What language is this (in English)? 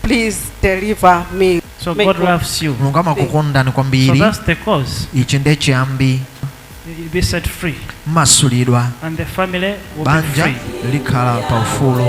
Nyanja